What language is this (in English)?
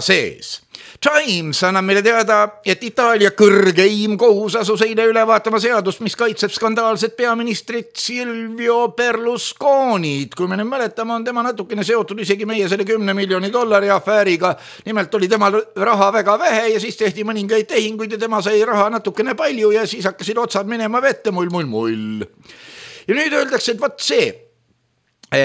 Estonian